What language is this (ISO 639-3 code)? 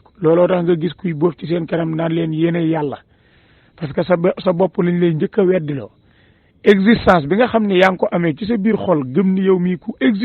wol